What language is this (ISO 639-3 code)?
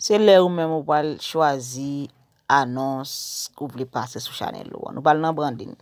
hat